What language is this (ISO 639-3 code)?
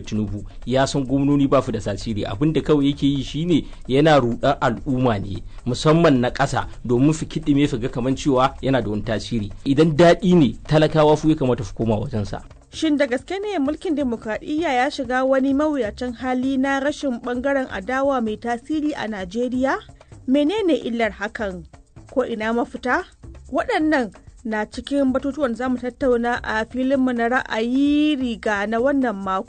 hau